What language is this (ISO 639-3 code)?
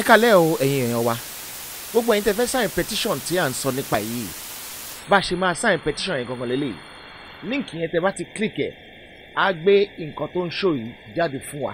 yor